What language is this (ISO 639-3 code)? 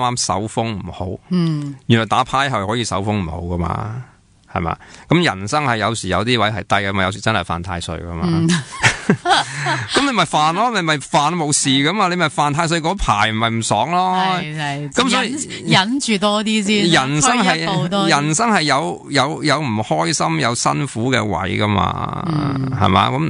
yue